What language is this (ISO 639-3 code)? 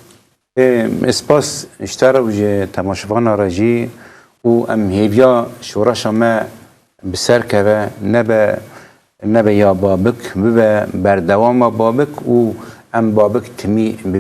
kur